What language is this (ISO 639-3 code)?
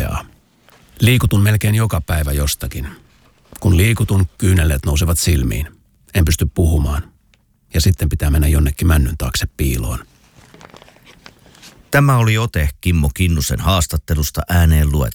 fin